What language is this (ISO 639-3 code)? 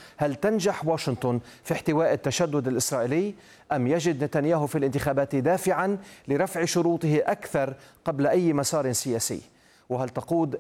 ara